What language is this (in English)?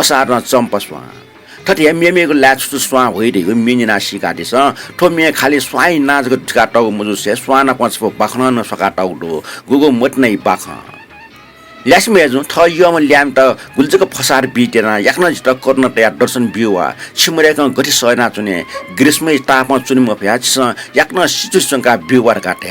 Newari